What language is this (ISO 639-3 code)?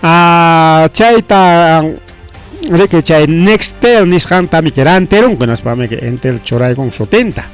quy